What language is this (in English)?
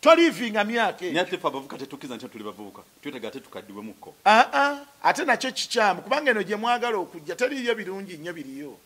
Ganda